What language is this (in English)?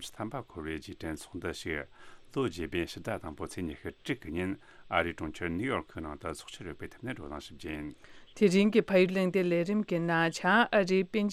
Tibetan